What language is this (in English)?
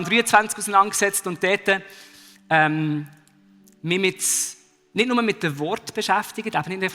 Swiss German